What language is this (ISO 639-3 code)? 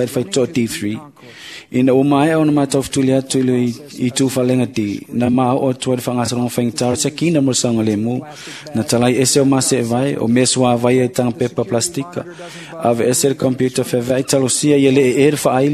smo